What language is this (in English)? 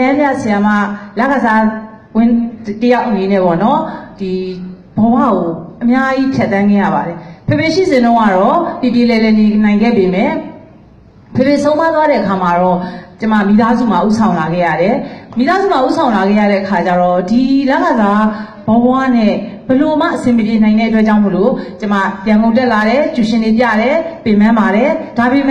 Burmese